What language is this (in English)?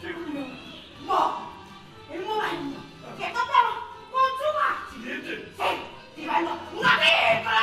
Neapolitan